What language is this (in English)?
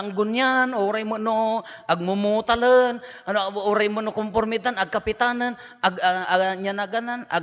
Iloko